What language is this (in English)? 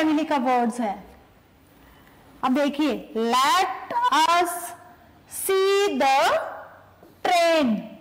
Hindi